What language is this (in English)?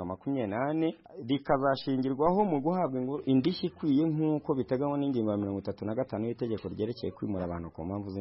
Kinyarwanda